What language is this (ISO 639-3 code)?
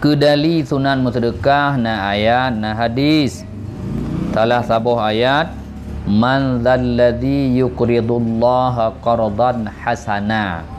ace